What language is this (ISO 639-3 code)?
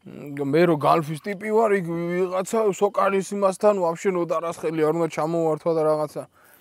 kat